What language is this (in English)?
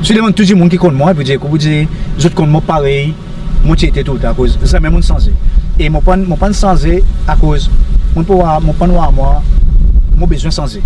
Seselwa Creole French